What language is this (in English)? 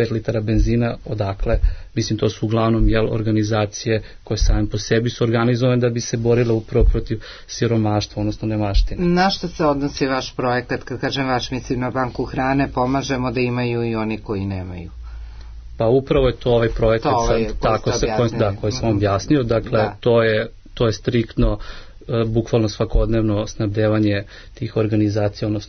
Serbian